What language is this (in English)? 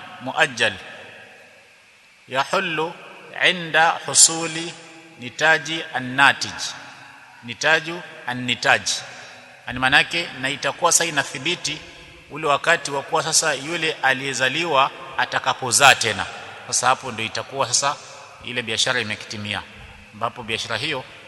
Swahili